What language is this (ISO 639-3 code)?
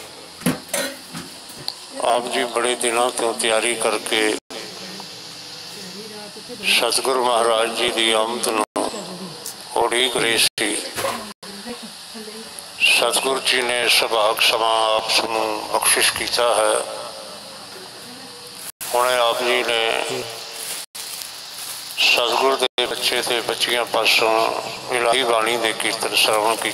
pan